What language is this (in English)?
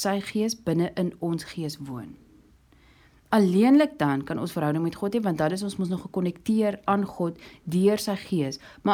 Afrikaans